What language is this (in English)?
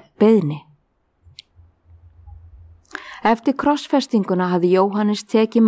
Icelandic